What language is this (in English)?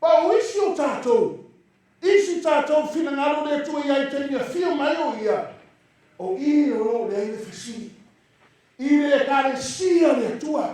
Samoan